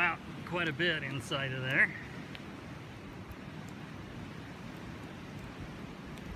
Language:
English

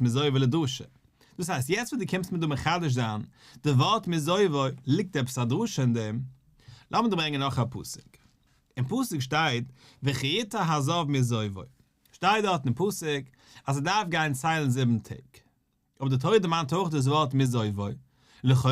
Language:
Yiddish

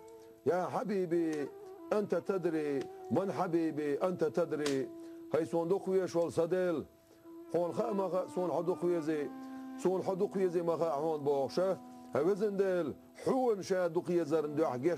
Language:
Chechen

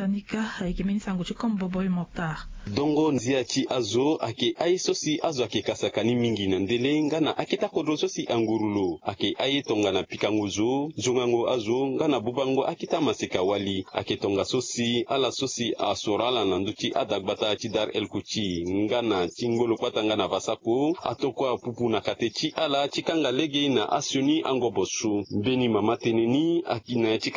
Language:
Sango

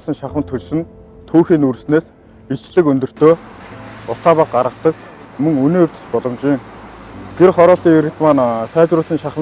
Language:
Mongolian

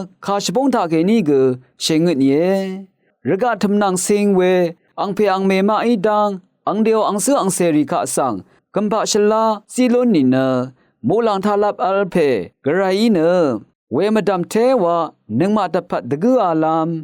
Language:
Rawang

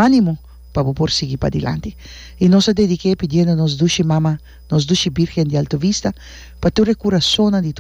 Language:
Papiamento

